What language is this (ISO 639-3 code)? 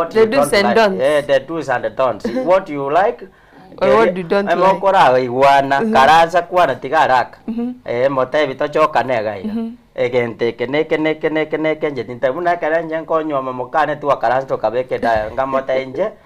guz